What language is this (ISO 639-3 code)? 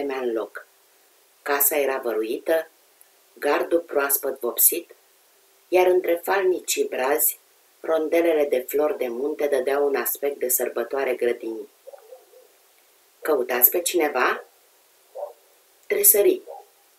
ron